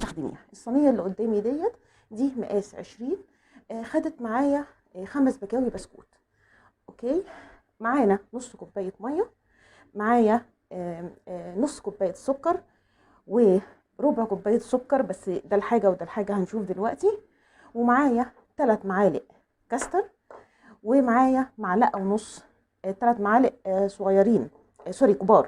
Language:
Egyptian Arabic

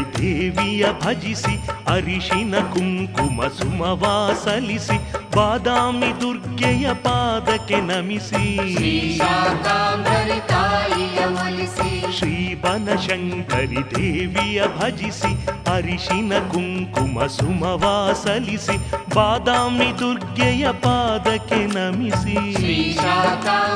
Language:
Kannada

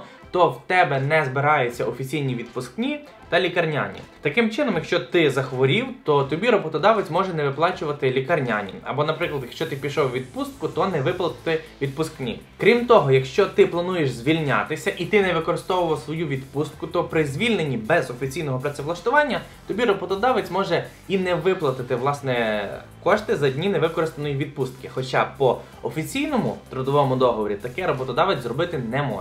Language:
Ukrainian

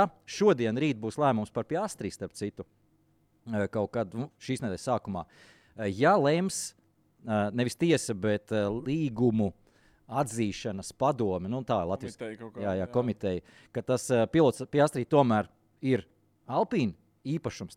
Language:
Latvian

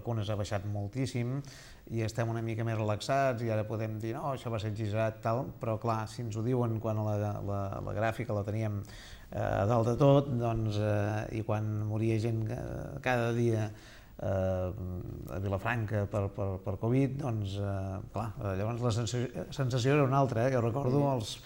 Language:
Catalan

